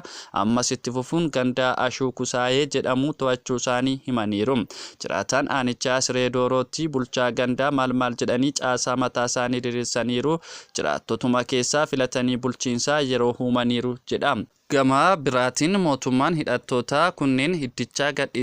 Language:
Oromo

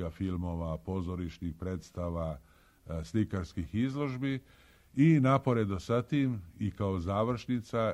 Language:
Serbian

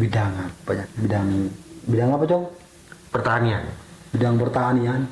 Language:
Madurese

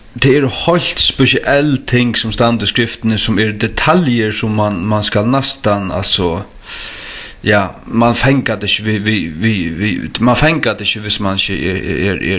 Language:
Faroese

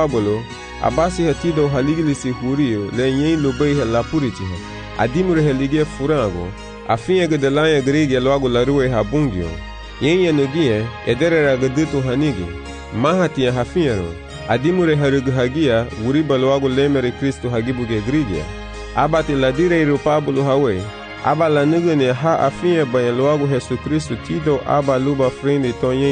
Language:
Garifuna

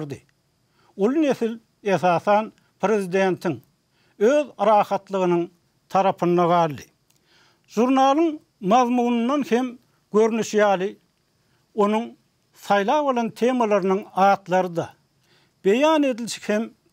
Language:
Turkmen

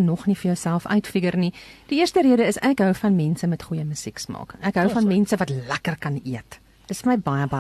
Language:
Afrikaans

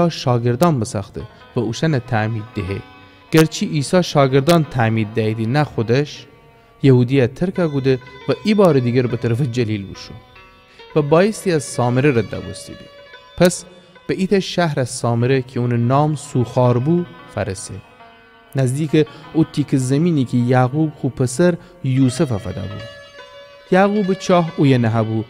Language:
Gilaki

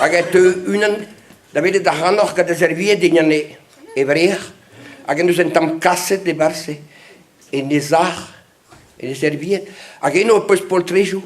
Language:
Breton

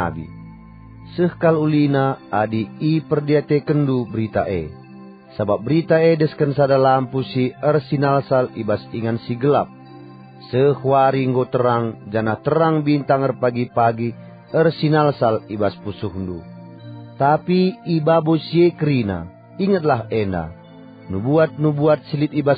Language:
Batak Karo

